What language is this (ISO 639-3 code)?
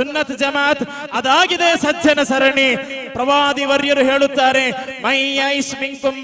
kan